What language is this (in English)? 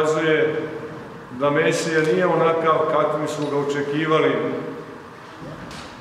Serbian